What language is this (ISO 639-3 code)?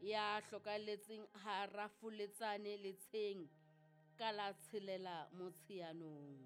sot